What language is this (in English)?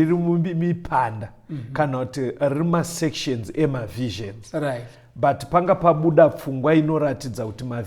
Shona